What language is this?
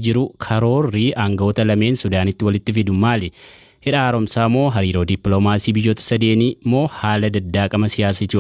Oromo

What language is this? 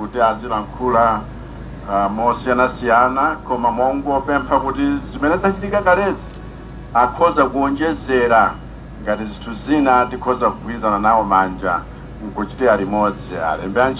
Nyanja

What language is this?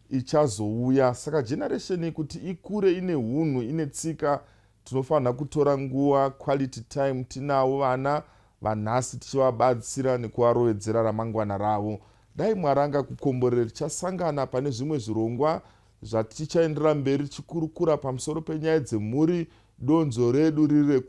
Shona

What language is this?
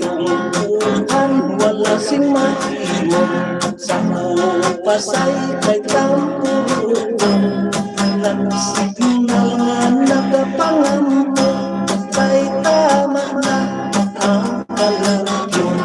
Hiligaynon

